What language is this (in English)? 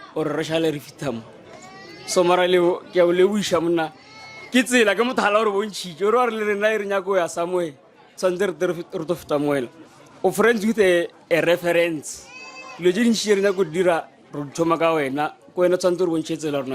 Northern Sotho